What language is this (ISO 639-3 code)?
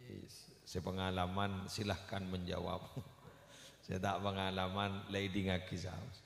mad